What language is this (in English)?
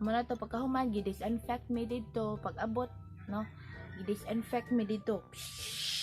Cebuano